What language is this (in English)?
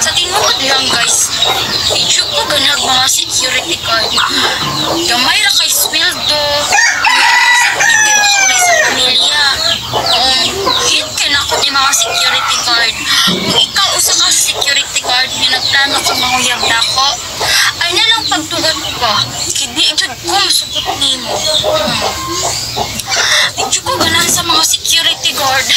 Cebuano